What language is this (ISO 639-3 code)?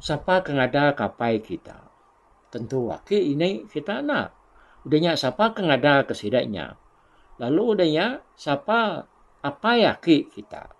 iba